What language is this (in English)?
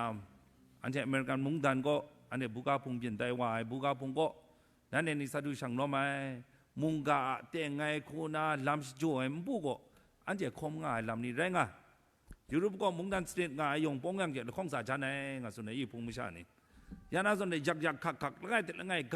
Kachin